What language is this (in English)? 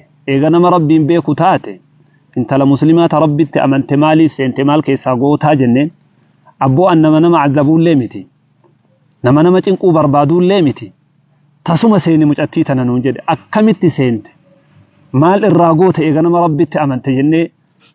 Oromo